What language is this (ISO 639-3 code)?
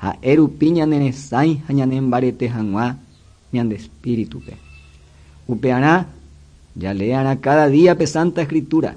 grn